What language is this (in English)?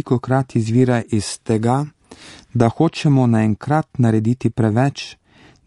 Slovenian